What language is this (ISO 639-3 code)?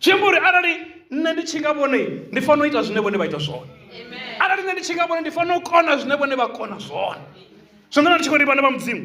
ven